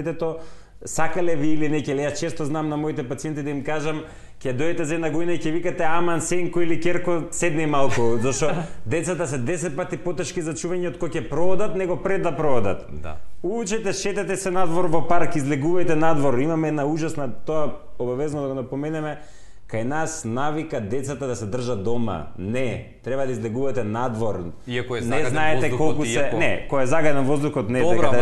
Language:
Macedonian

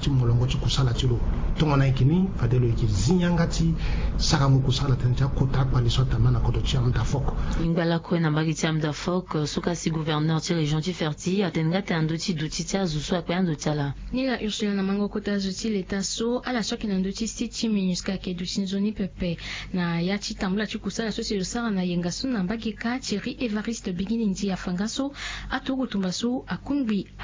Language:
Sango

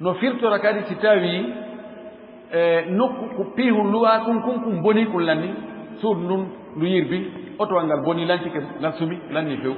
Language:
Fula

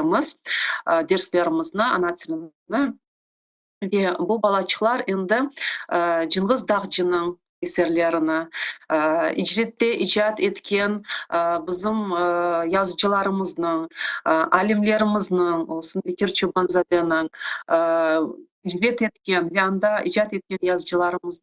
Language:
Crimean Tatar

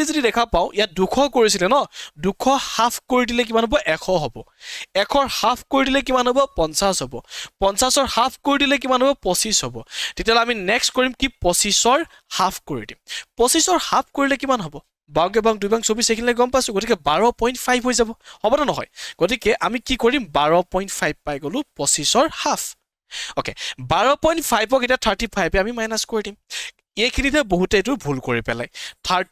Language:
Assamese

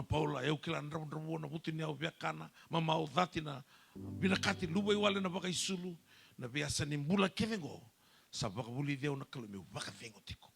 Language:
Fijian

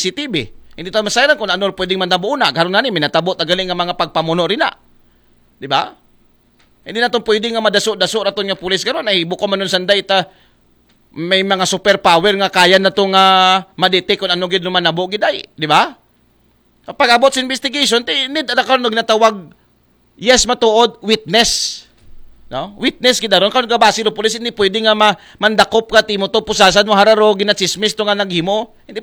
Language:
Aklanon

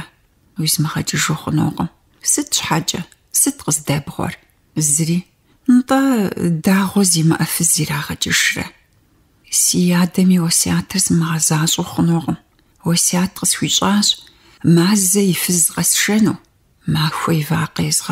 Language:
Kabardian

